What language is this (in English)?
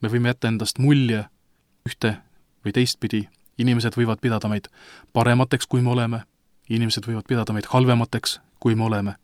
Estonian